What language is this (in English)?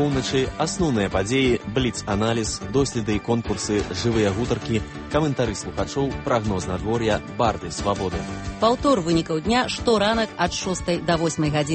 Belarusian